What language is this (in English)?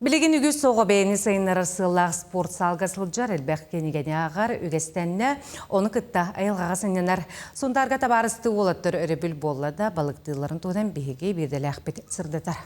Yakut